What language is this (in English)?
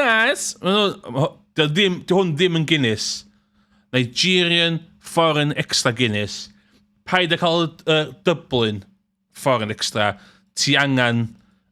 Welsh